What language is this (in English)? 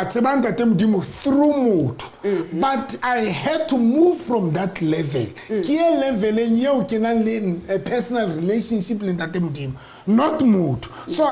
Southern Sotho